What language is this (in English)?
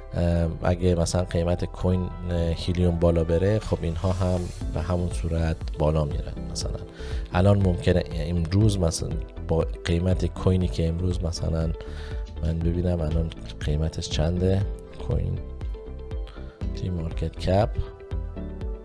Persian